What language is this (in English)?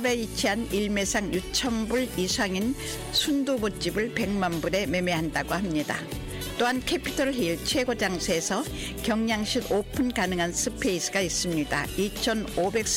Korean